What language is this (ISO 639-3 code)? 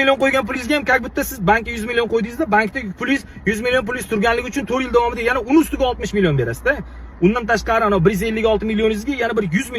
uzb